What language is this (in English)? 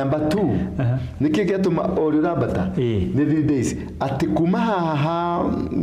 Kikuyu